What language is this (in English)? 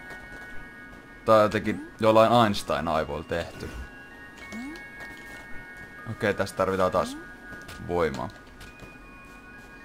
Finnish